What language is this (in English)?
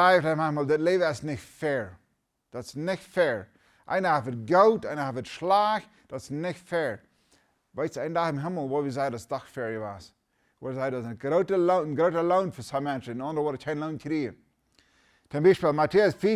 Plautdietsch